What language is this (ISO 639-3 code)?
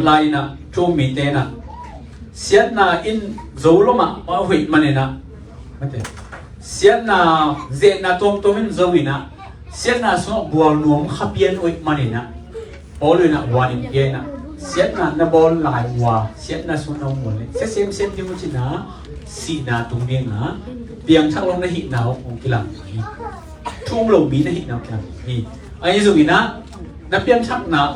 ctd